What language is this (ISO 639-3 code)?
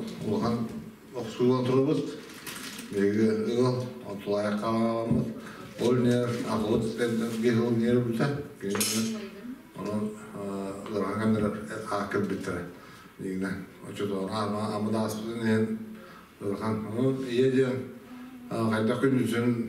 sah